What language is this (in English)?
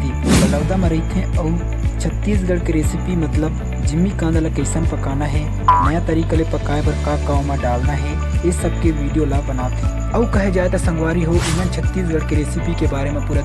Chhattisgarhi